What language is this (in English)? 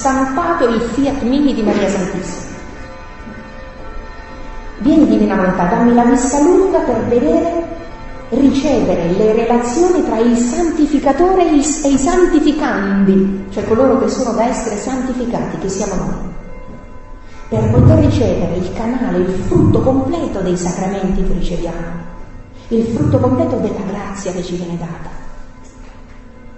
Italian